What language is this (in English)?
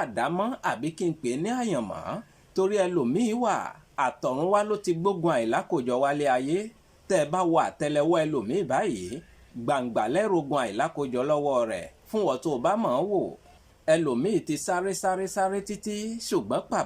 Yoruba